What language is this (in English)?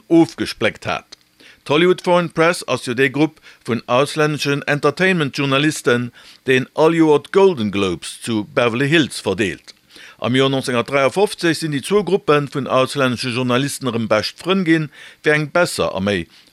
Luxembourgish